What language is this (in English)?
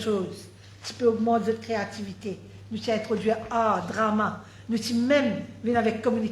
Morisyen